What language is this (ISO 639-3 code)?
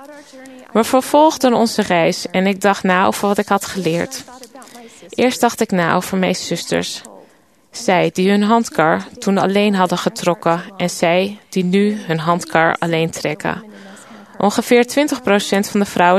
nld